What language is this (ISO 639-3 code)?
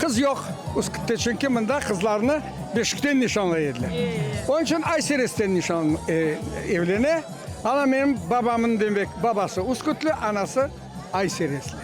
crh